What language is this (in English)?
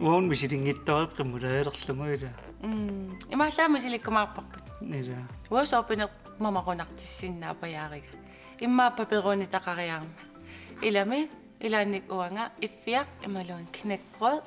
Kalaallisut